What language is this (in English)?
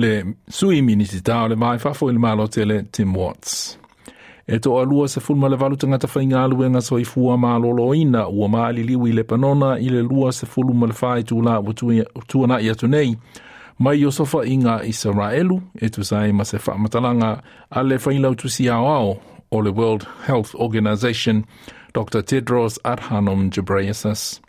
Samoan